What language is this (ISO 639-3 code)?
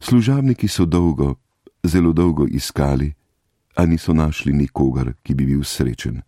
slv